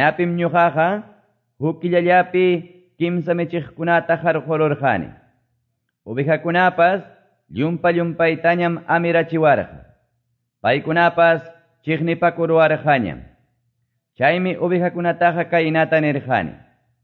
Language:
Quechua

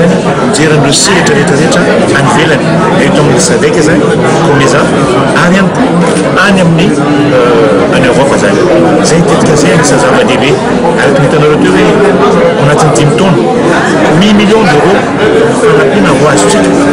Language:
Malagasy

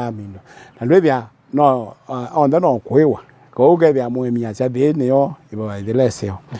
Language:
Kamba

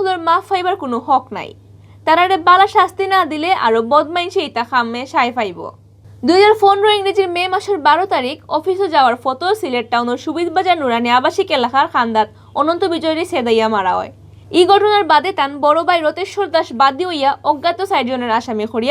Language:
Sylheti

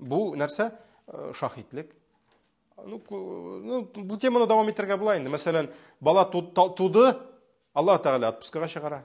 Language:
Tatar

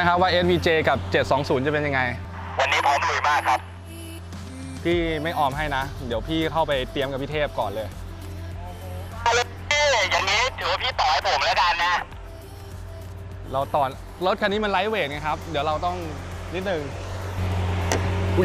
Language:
Thai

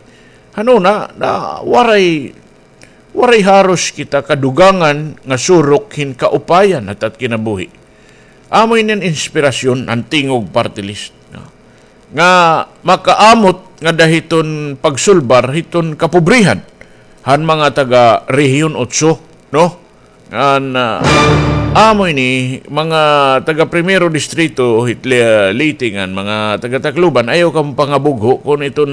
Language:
Waray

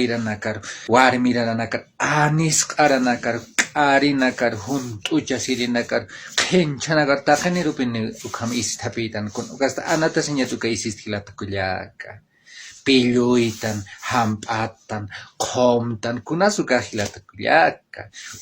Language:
Aymara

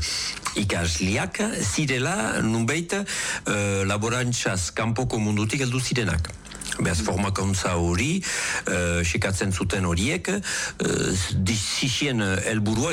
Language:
Basque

